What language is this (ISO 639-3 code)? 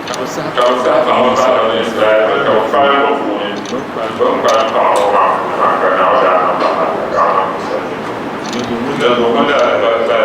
dag